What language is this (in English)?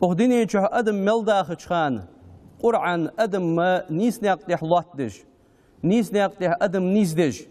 Ingush